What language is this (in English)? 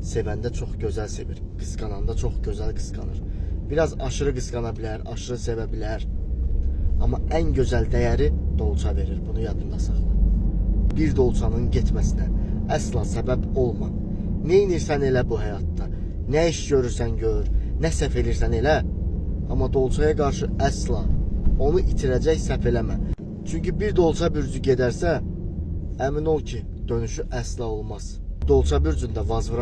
Azerbaijani